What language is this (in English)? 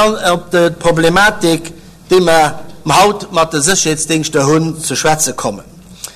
Luxembourgish